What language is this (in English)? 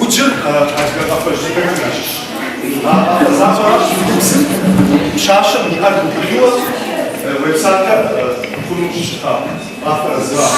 Kabardian